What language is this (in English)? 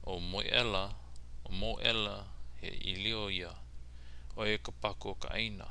Hawaiian